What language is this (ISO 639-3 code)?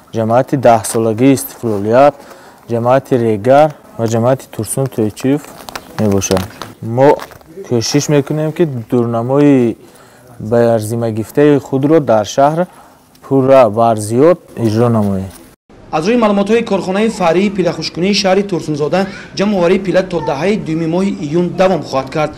tgk